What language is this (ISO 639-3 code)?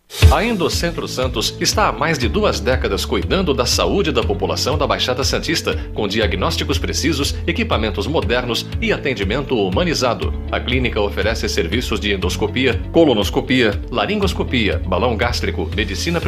por